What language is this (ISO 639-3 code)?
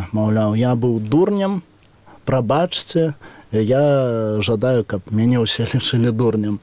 bel